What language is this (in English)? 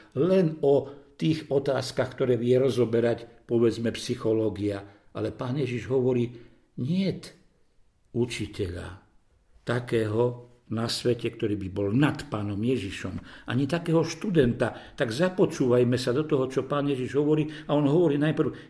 Slovak